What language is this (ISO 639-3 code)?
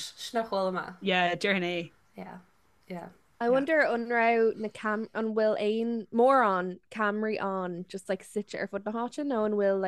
gle